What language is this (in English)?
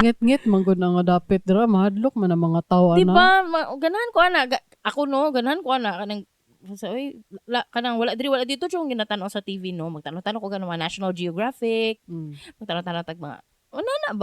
Cebuano